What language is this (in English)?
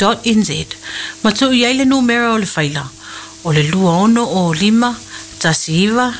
Samoan